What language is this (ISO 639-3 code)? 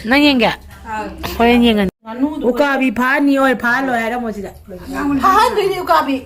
mni